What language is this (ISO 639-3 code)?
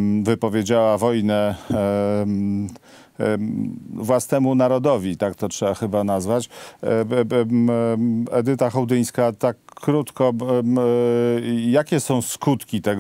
pol